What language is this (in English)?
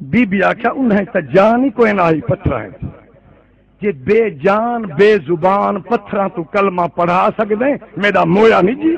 Saraiki